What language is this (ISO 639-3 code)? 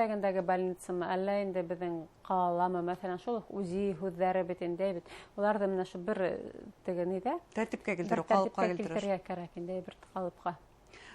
bak